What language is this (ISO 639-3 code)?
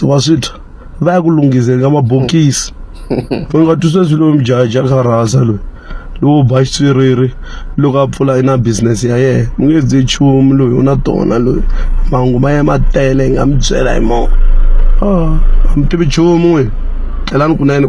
tso